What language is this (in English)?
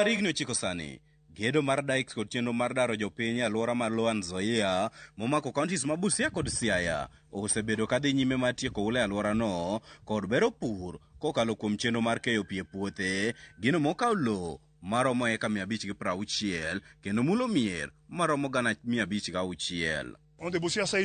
Luo (Kenya and Tanzania)